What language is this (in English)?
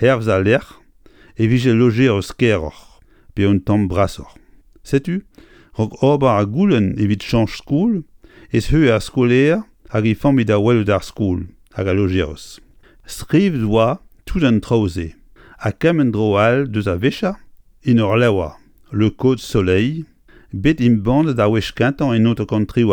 Breton